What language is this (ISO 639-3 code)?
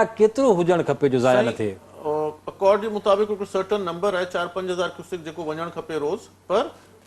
snd